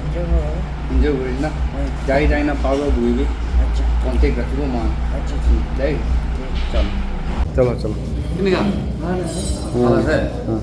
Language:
Naga Pidgin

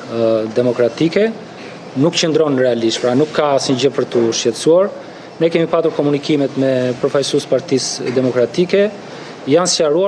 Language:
Albanian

